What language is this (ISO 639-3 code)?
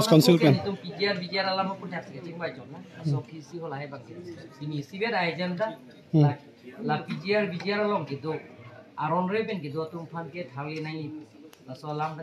mjw